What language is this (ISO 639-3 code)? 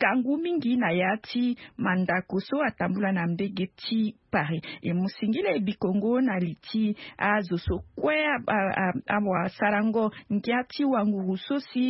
sag